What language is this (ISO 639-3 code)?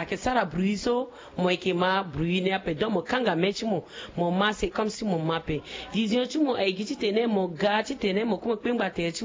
sag